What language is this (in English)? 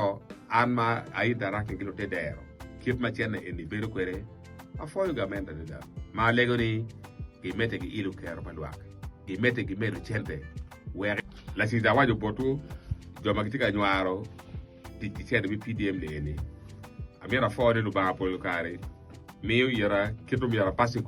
Acoli